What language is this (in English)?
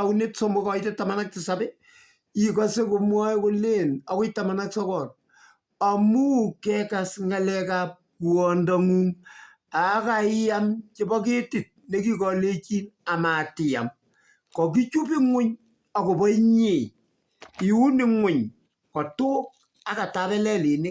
Kalenjin